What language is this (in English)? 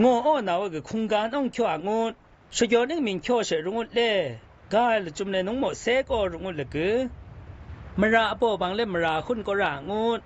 Zaiwa